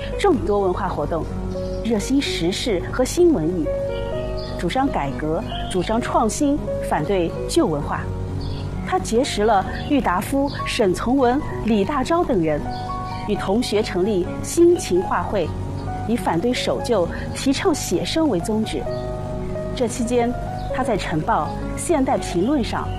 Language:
Chinese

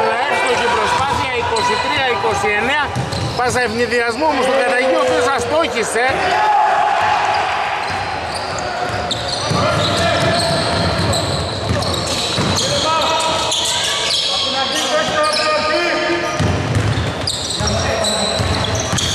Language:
Greek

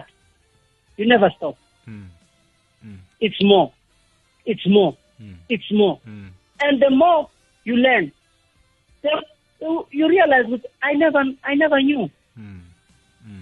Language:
South Ndebele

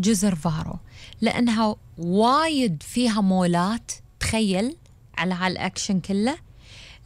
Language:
Gulf Arabic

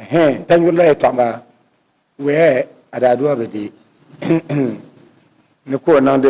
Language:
Dagbani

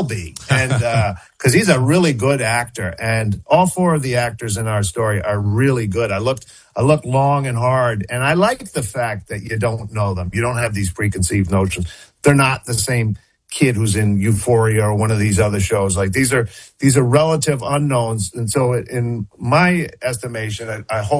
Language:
English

